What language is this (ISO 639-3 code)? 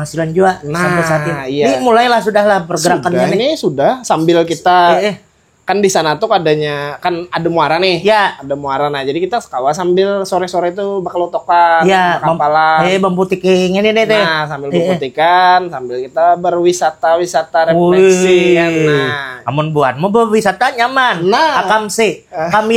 bjn